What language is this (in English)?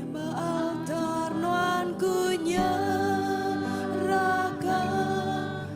Iban